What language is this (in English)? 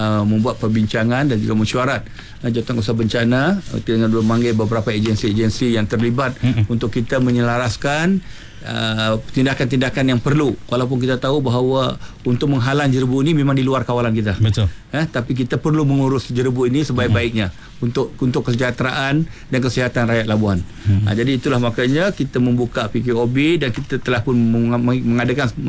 Malay